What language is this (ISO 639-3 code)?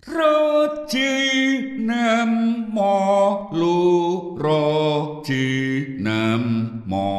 jav